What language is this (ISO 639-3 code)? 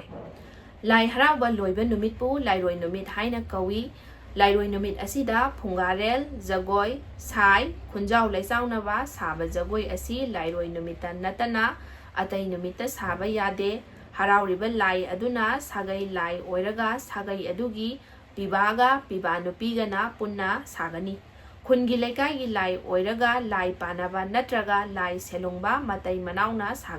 mni